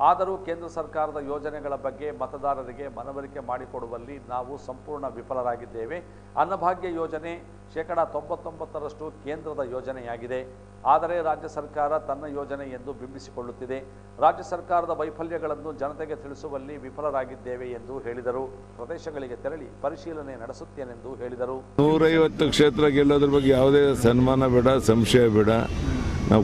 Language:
Kannada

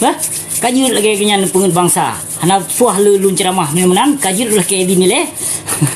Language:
Achinese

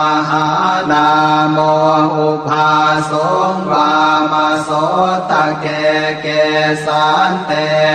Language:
Pali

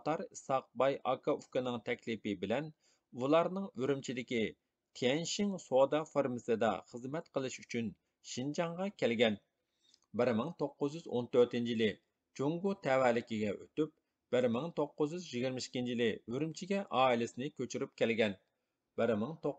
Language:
Uyghur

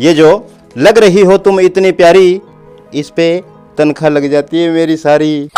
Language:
Haryanvi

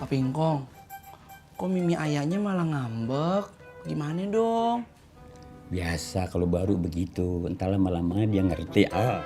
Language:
Betawi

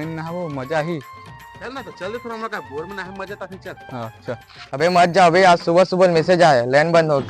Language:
Chhattisgarhi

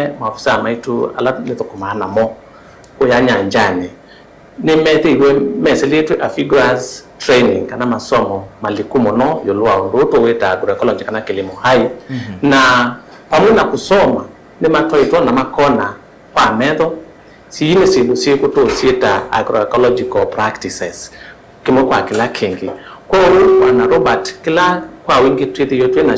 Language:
Kamba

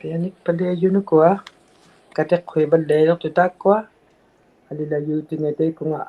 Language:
Inuktitut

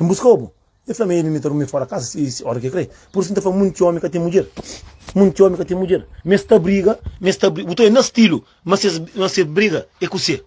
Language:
Kabuverdianu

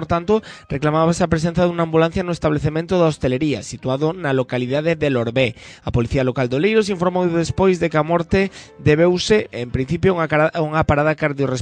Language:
Galician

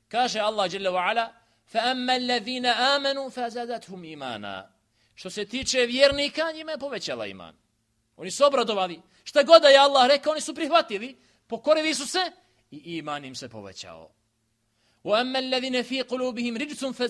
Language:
Bosnian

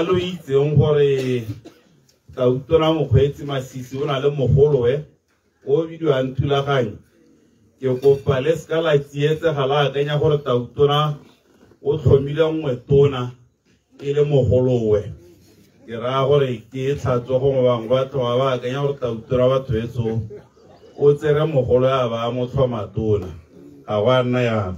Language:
Tswana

